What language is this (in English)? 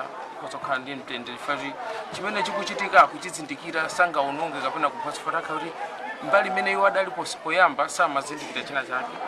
Nyanja